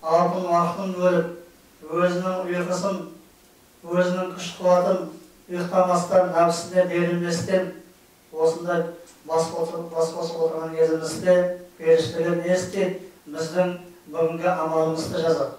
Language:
Kazakh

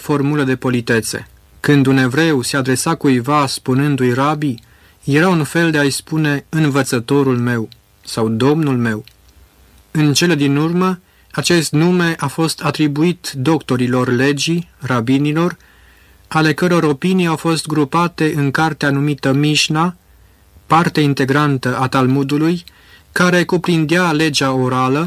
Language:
Romanian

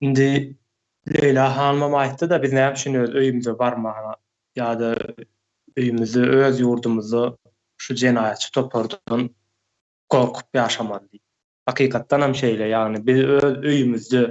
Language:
Turkmen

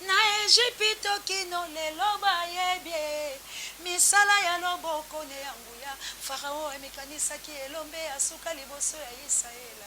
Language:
Lingala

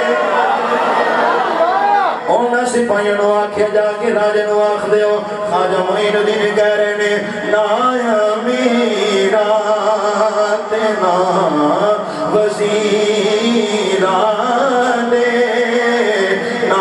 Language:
Western Panjabi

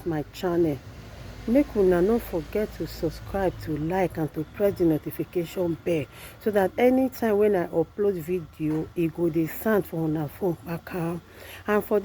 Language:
Nigerian Pidgin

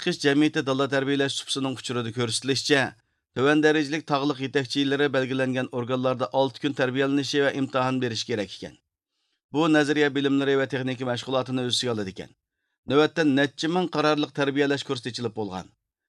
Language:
Uyghur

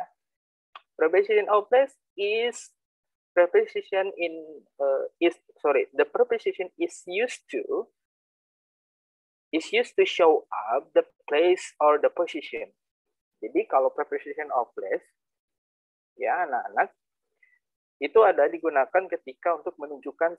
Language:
Indonesian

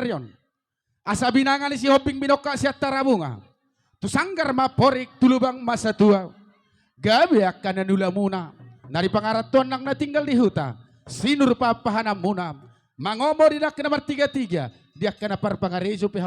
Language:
Batak Toba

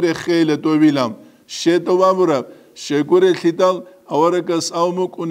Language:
Avaric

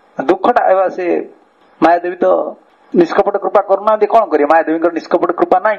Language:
Odia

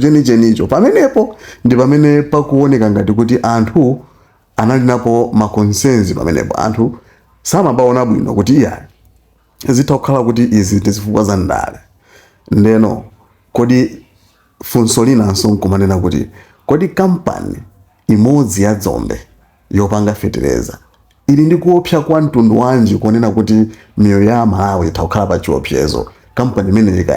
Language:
Nyanja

